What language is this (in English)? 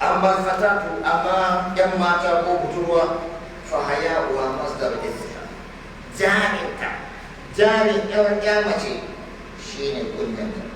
Hausa